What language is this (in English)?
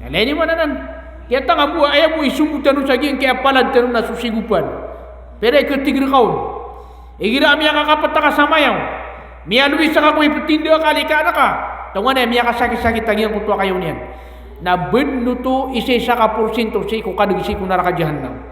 Maranao